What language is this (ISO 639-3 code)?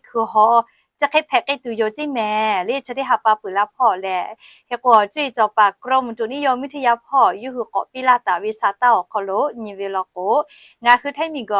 lhu